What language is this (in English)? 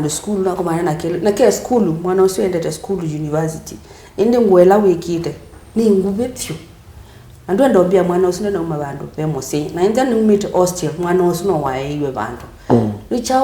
Kamba